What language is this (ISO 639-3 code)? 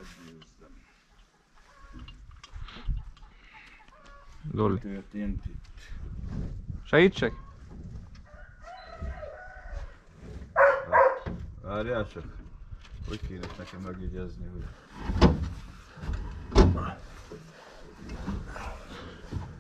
hun